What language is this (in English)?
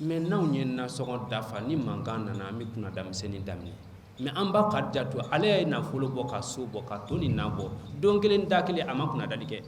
Bambara